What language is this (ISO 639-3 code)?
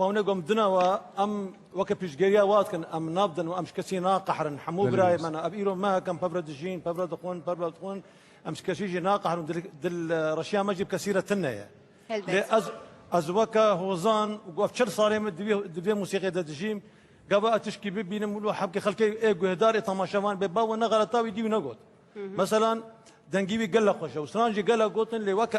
kur